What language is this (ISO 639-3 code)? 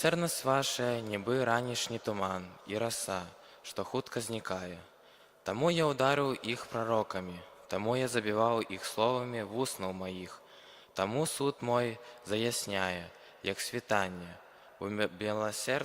bel